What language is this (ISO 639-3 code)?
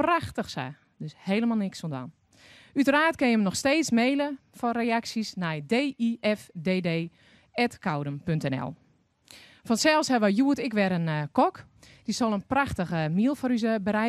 fry